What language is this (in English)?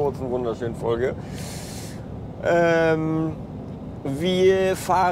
German